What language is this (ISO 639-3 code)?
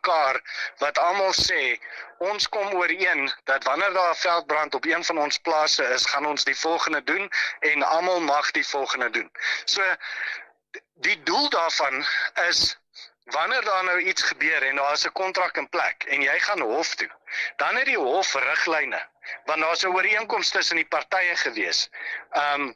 afr